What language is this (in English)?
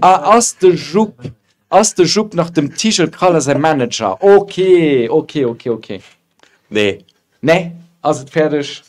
Luxembourgish